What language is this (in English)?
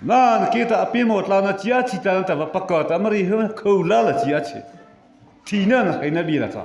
Mara Chin